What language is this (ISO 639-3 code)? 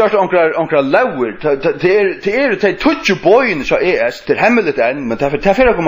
fao